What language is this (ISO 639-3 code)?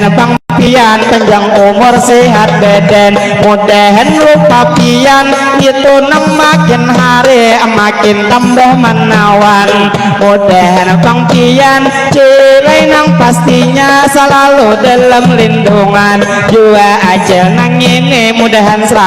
bjn